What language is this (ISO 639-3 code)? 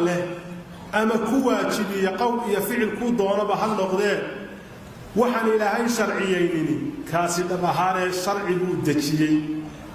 som